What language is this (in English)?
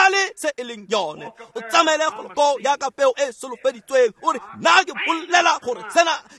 Tswana